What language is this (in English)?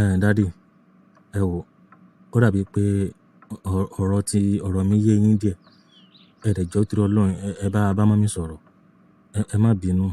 Yoruba